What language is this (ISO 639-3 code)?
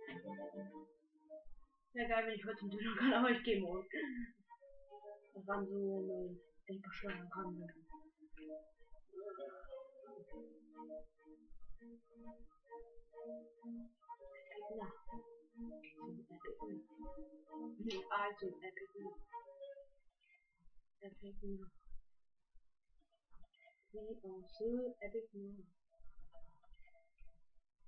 deu